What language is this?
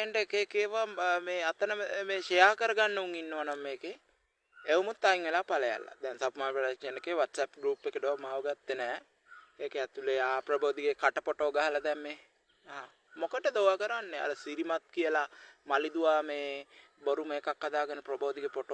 Sinhala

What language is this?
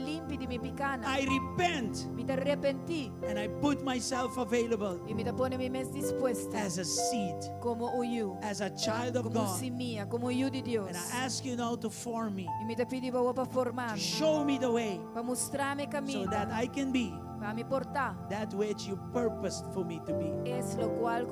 Papiamento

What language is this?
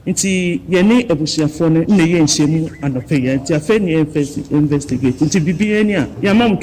Akan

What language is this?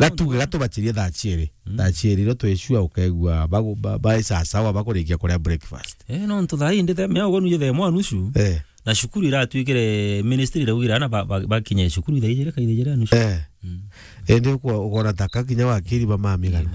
Meru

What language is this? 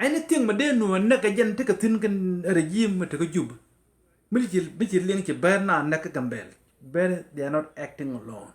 Nuer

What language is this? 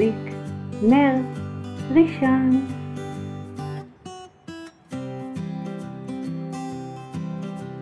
Hebrew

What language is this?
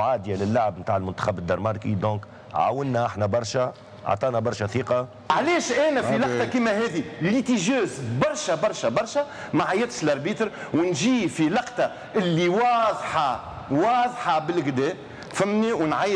Tunisian Arabic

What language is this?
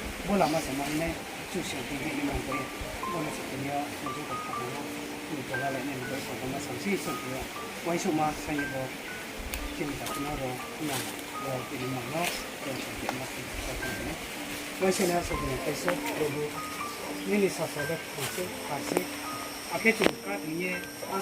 Riang (India)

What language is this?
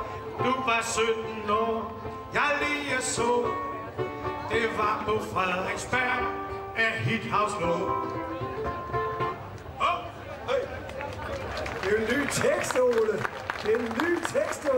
Danish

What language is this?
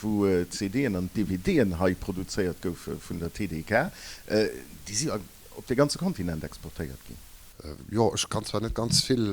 Luxembourgish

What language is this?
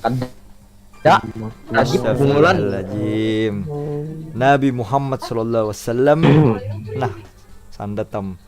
Banjar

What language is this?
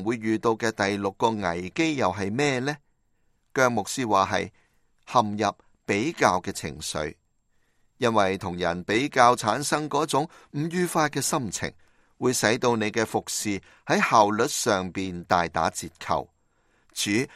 Cantonese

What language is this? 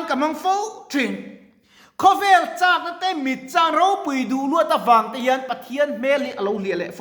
Mizo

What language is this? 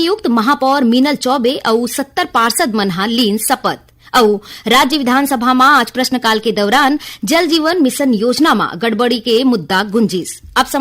Chhattisgarhi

